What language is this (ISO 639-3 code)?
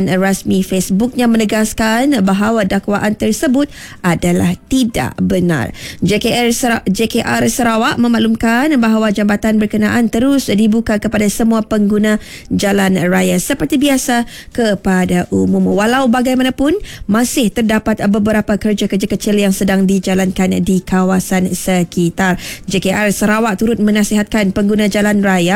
iba